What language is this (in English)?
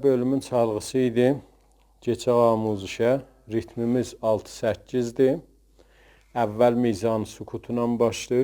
South Azerbaijani